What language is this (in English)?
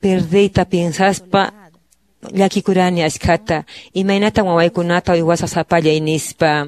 Quechua